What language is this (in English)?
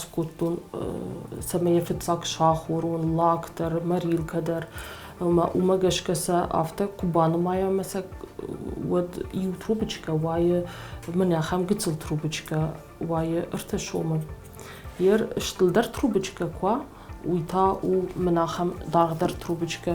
Ossetic